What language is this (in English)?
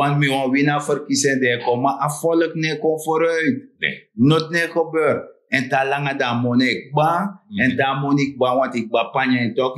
Sranan Tongo